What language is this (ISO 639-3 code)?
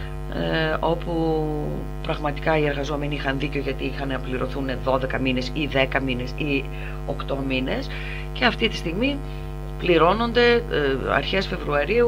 ell